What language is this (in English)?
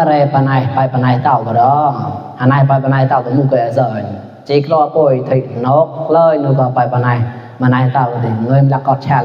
Mon